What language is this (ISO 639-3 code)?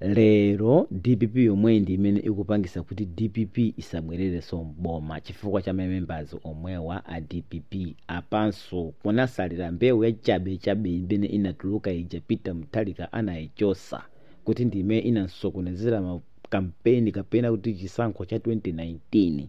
nya